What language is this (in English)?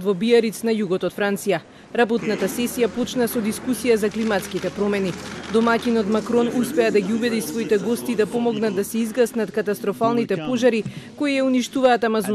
Macedonian